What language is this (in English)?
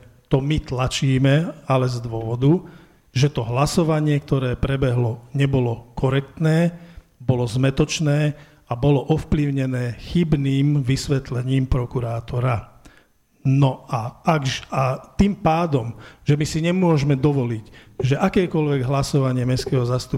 Slovak